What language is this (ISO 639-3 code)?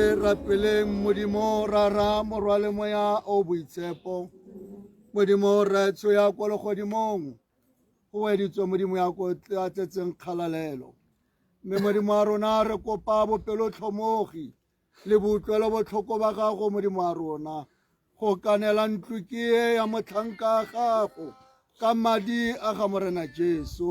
tsn